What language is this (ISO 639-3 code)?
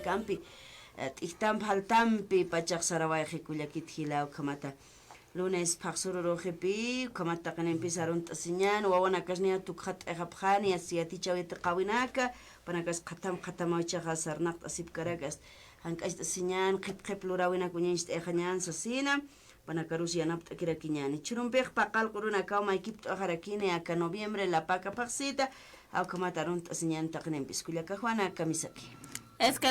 aym